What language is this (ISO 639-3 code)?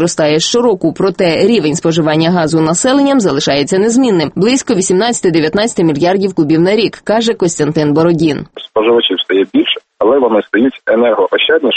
ukr